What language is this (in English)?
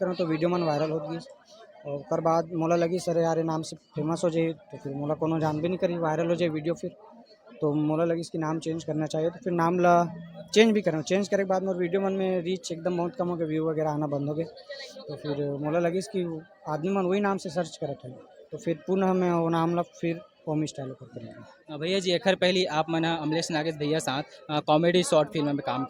Chhattisgarhi